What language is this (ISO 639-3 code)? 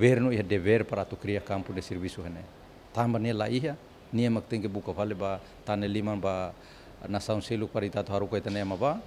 tet